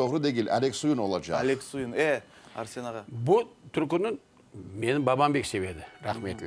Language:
Crimean Tatar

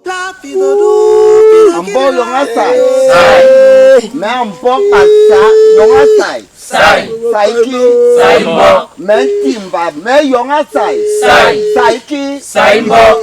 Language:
Basaa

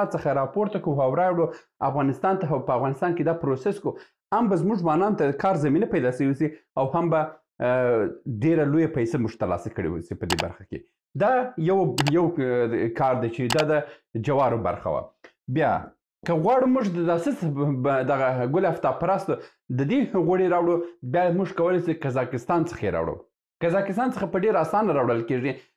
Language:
Pashto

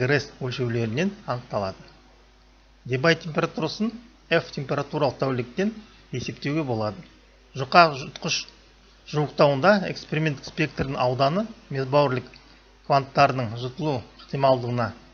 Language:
Kazakh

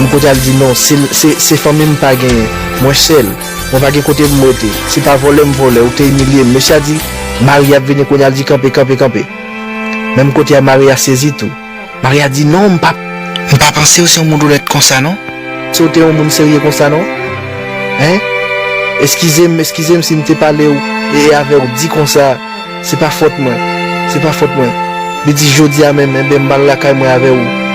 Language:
Haitian Creole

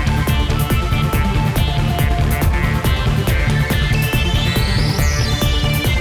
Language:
Estonian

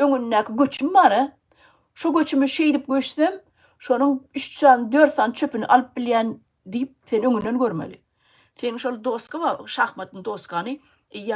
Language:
Turkmen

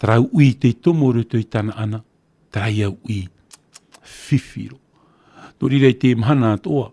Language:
Tahitian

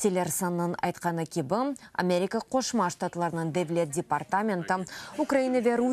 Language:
Crimean Tatar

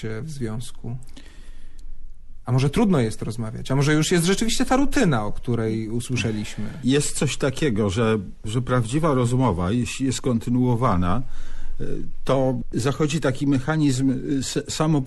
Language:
Polish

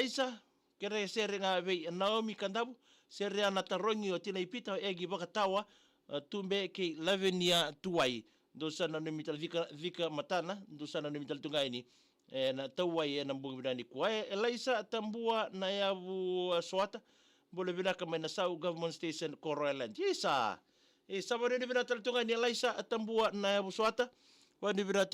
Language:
Fijian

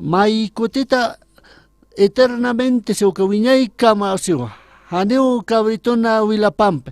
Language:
Aymara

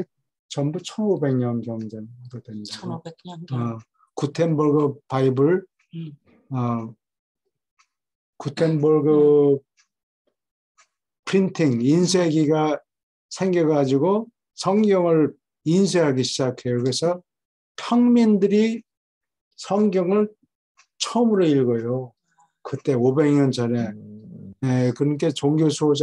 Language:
Korean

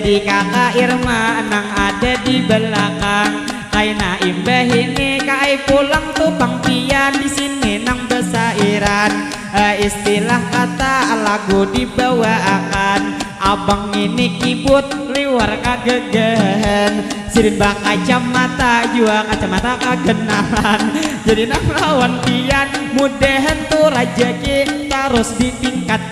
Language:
Banjar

